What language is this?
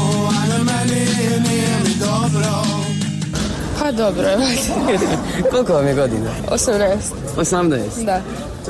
Bosnian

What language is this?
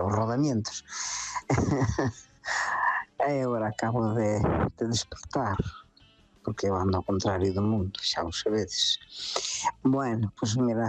Galician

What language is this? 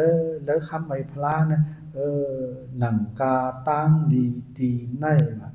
Shan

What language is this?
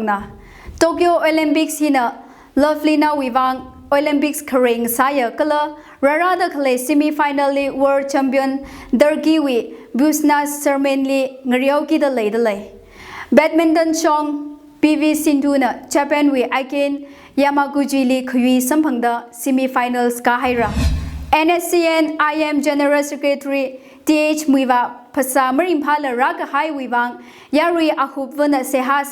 Tangkhul Naga (India)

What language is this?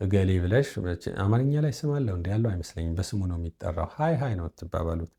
Amharic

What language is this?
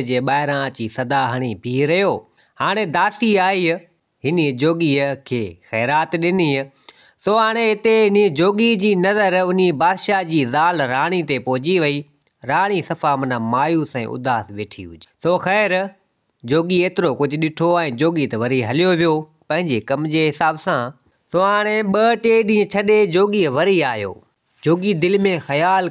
Sindhi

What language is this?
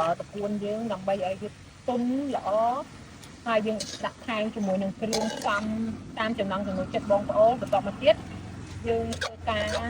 Khmer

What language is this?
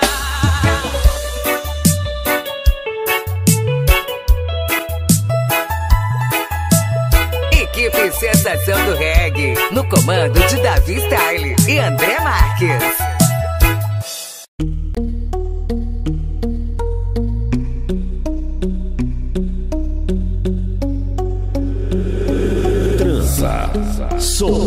Portuguese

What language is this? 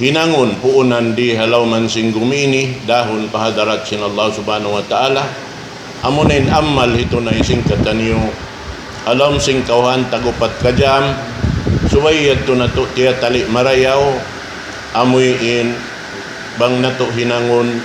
Tausug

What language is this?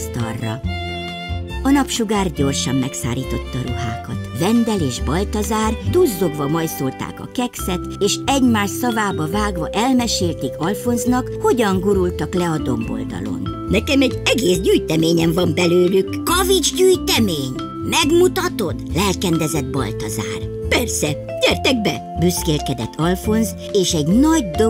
Hungarian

